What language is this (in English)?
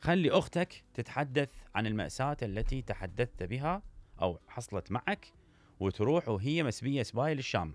Mesopotamian Arabic